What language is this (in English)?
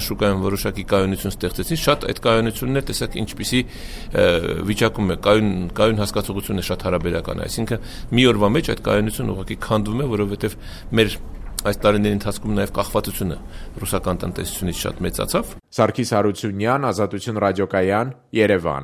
Armenian